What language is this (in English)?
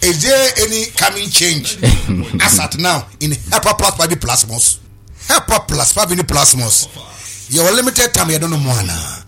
Akan